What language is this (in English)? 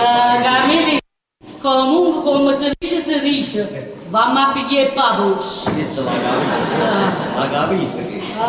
Neapolitan